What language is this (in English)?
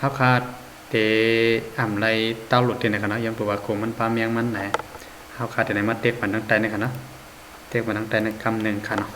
Shan